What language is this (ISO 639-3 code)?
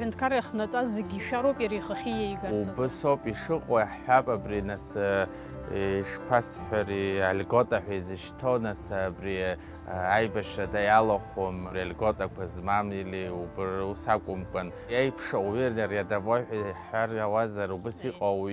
abk